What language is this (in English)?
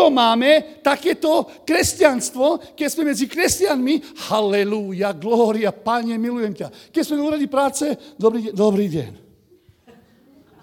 Slovak